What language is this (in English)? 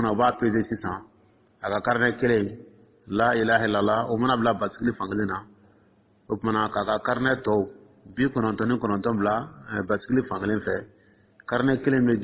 Dyula